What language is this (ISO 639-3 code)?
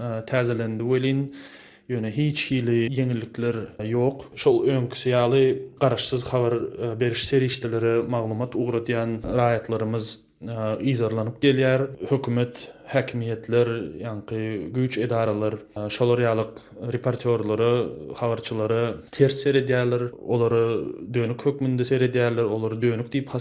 tuk